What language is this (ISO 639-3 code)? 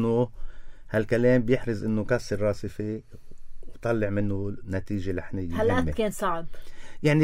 apc